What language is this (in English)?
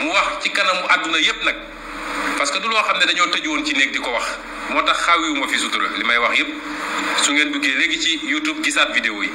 Wolof